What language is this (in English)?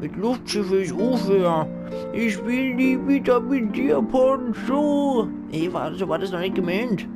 Palatine German